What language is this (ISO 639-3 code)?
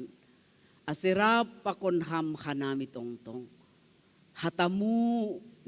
bts